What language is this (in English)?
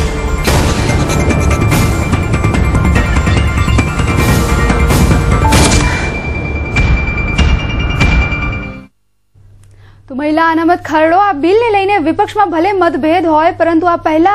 Gujarati